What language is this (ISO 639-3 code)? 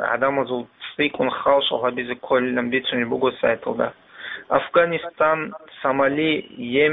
ava